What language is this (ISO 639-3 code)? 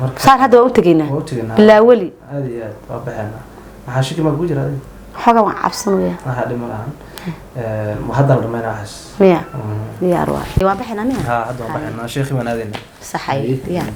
som